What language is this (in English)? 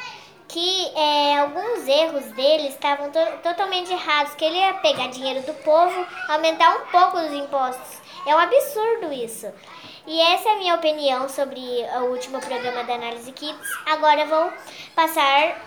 Portuguese